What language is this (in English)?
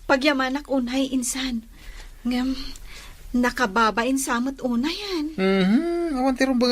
Iloko